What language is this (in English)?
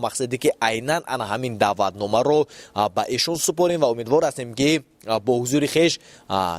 Tajik